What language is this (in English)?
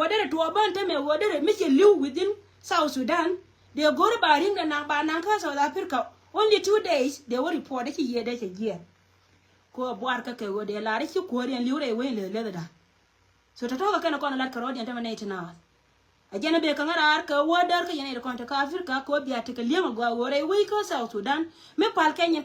Nuer